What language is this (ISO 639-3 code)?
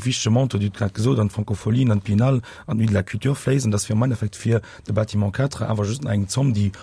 ltz